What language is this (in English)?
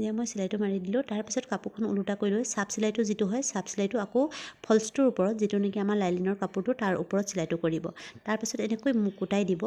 Assamese